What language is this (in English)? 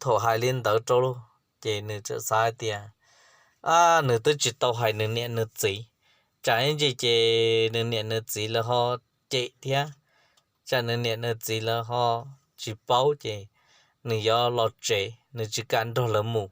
Hmong